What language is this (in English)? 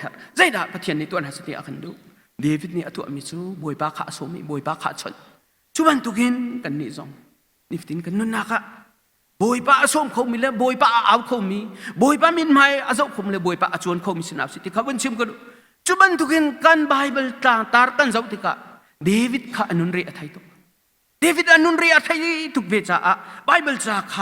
Hakha Chin